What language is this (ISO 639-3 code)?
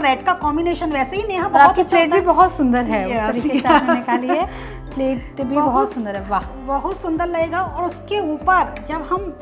hin